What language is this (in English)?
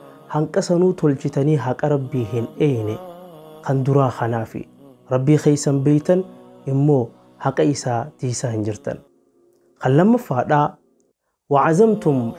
Oromo